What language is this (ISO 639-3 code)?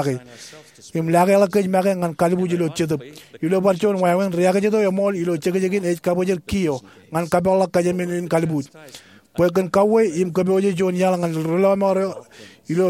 mah